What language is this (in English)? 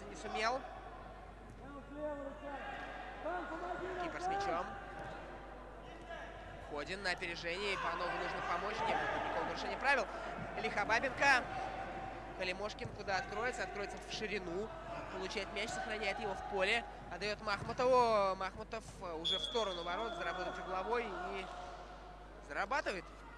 Russian